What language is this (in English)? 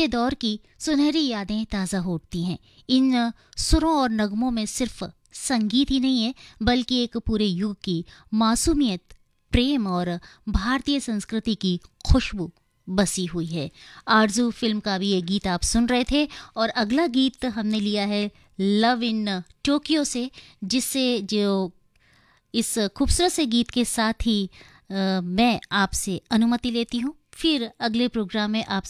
Hindi